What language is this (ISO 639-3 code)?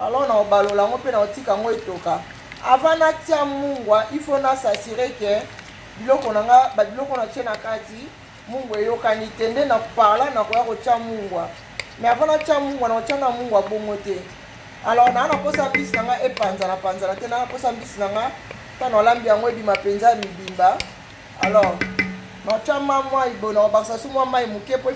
lin